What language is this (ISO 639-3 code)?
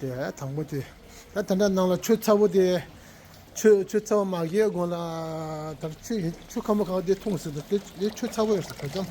bod